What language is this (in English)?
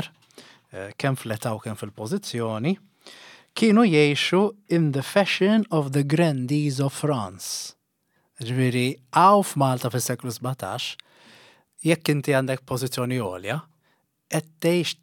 Maltese